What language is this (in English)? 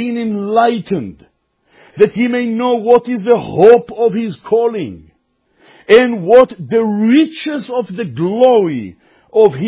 English